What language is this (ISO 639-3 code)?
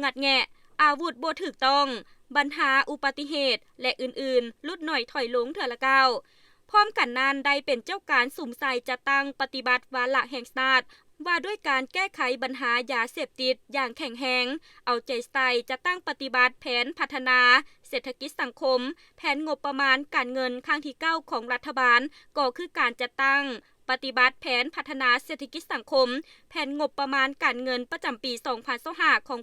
lao